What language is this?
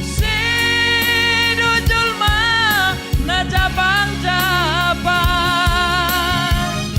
Batak Simalungun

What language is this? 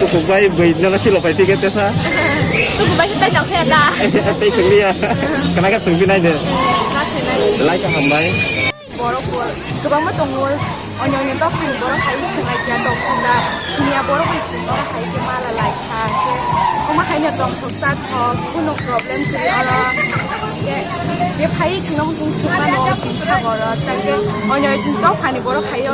Kok Borok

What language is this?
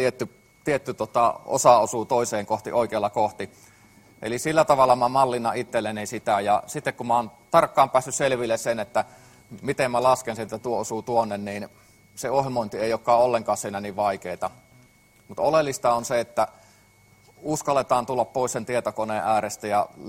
Finnish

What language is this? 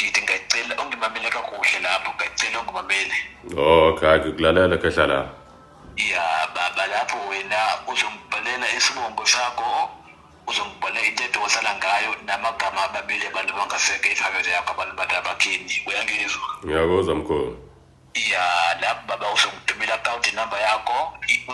Zulu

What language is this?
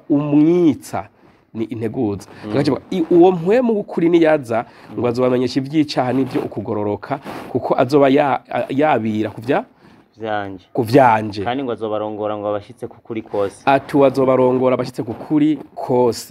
Rundi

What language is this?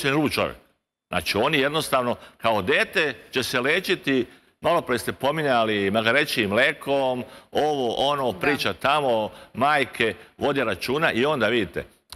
Serbian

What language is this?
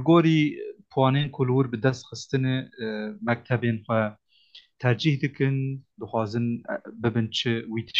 Kurdish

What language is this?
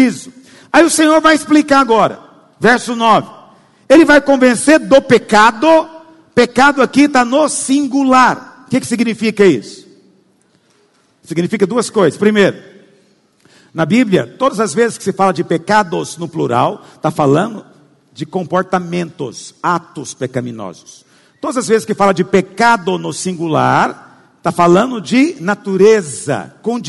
Portuguese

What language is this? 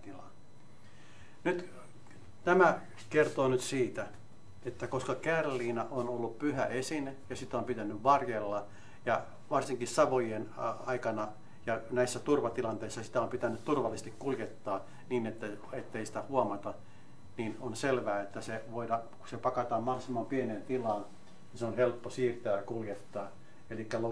Finnish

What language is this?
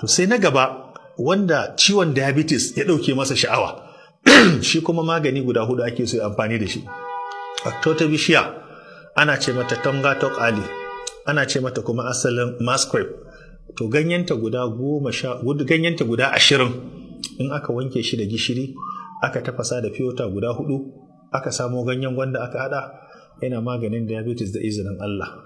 Hausa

